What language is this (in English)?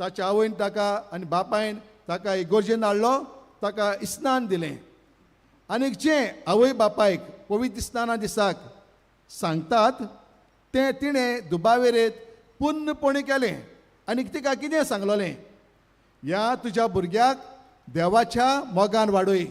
Konkani